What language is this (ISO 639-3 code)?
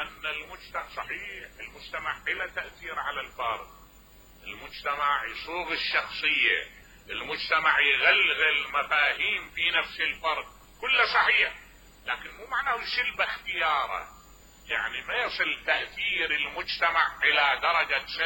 acm